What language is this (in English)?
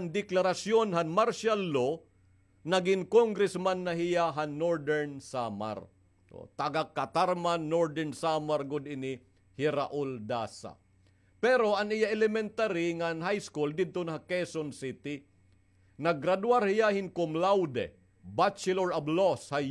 Waray